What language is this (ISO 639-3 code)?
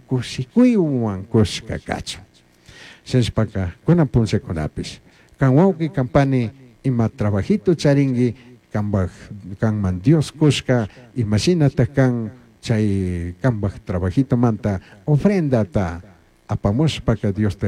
qug